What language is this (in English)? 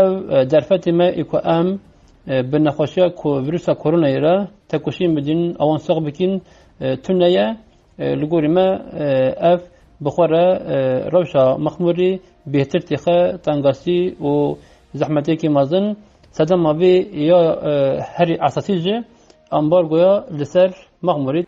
Kurdish